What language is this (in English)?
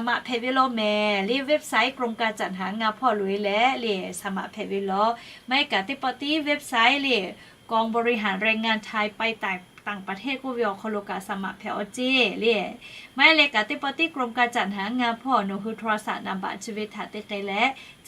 Lahu